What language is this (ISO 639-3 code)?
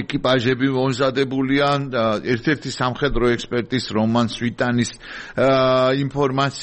kat